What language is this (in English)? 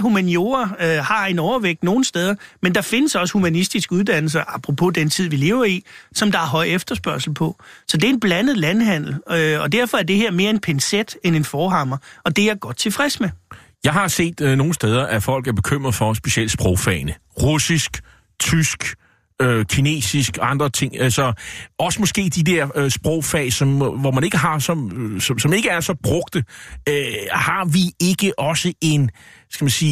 Danish